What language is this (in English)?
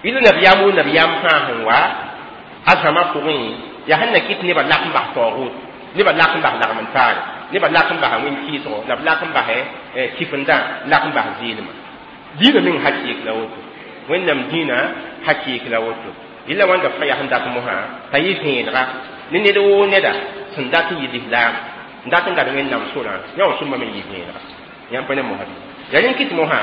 Mossi